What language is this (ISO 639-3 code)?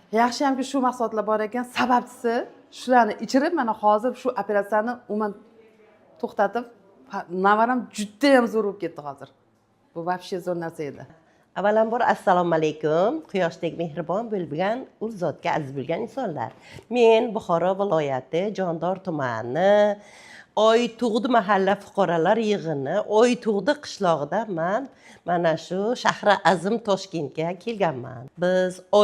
uzb